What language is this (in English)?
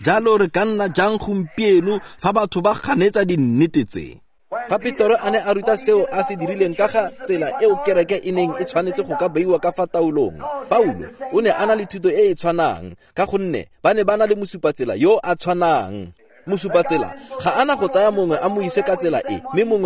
Tswana